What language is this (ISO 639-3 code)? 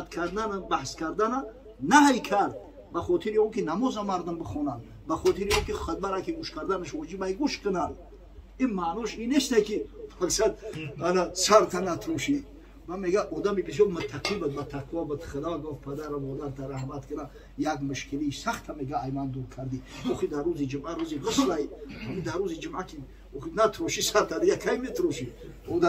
tgk